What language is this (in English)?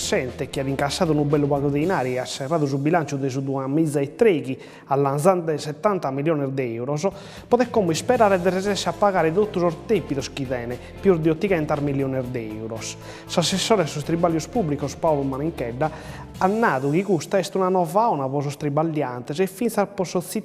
Sardinian